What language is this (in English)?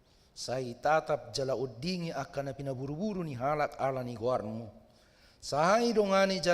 Batak Toba